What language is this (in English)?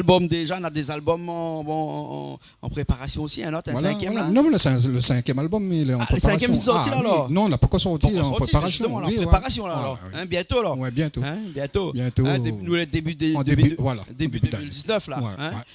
Réunion Creole French